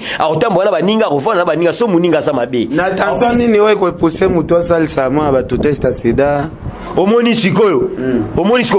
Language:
Lingala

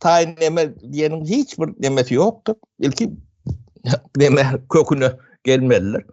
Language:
Turkmen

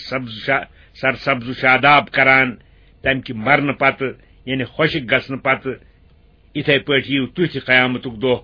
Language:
Kashmiri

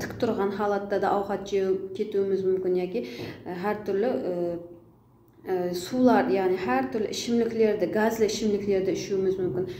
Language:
Kara-Kalpak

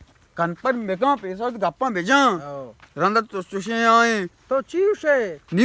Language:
Baluchi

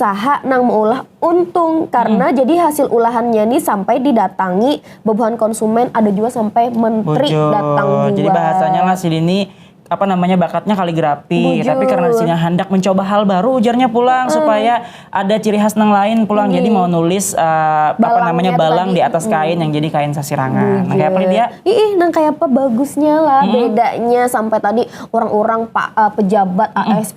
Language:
Banjar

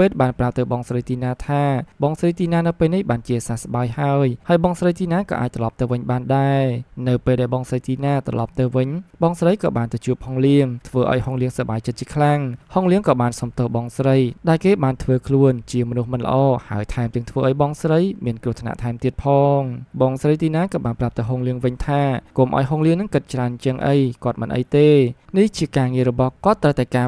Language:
Khmer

